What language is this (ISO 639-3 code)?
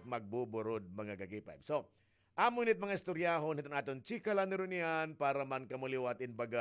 war